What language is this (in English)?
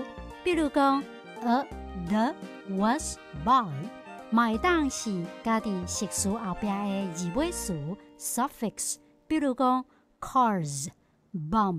Min Nan Chinese